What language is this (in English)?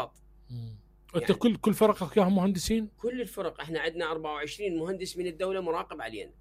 Mesopotamian Arabic